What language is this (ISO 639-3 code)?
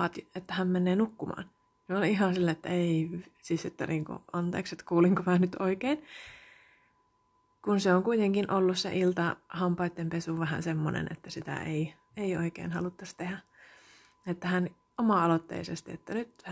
fin